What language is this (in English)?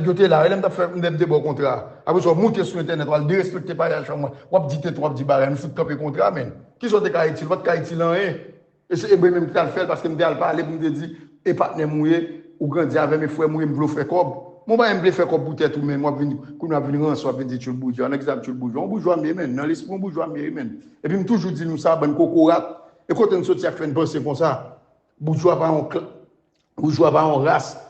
Haitian Creole